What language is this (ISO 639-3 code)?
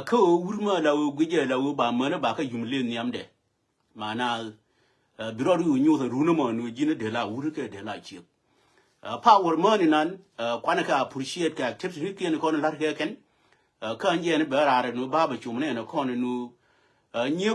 nus